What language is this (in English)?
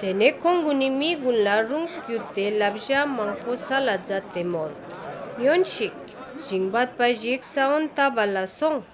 Ladakhi